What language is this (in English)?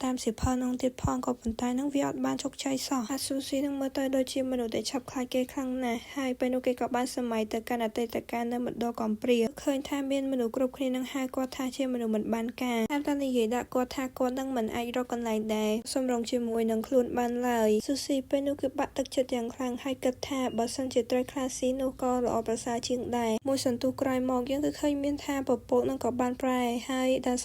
Khmer